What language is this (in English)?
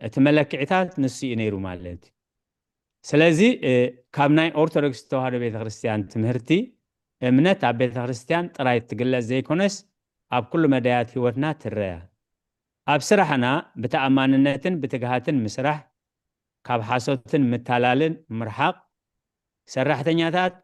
Tigrinya